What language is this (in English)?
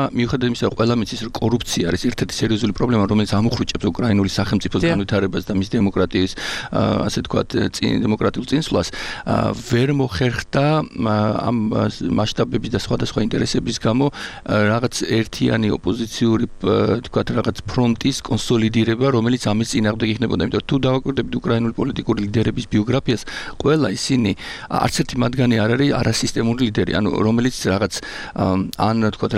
Georgian